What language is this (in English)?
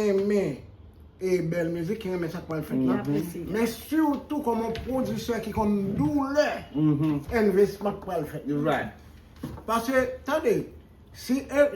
Haitian Creole